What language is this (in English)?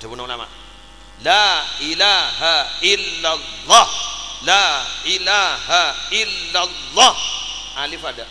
Madurese